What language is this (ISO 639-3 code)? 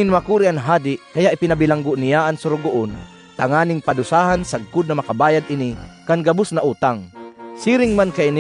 bik